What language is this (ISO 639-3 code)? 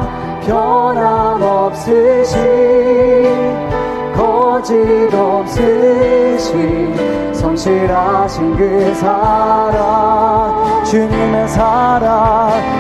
kor